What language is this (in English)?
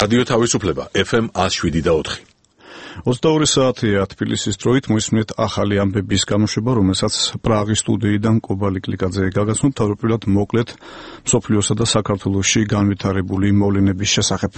Georgian